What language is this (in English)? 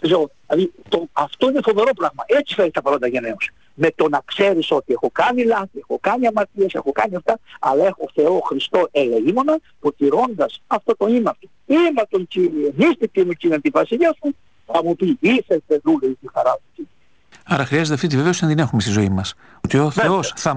Greek